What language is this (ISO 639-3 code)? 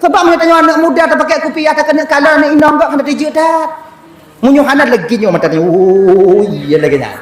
ace